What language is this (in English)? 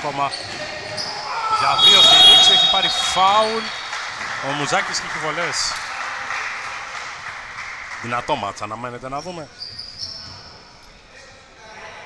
Greek